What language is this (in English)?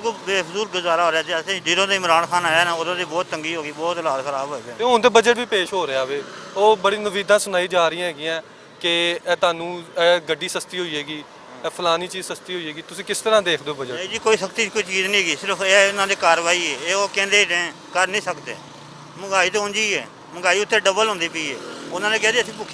Western Panjabi